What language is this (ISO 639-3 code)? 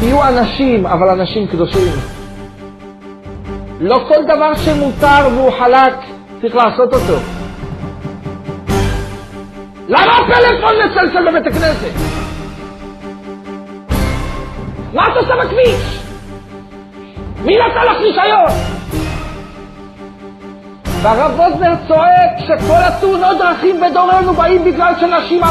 heb